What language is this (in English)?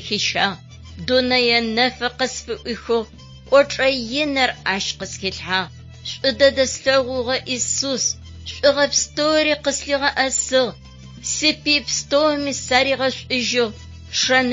Adyghe